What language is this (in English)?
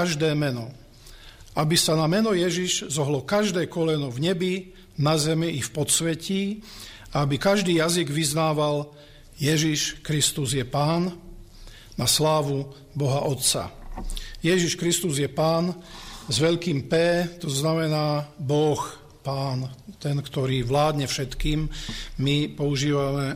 Slovak